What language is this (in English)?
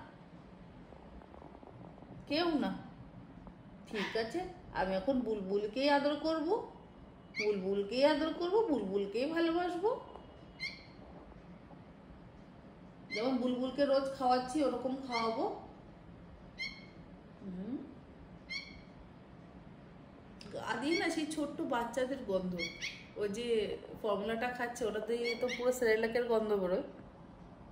Bangla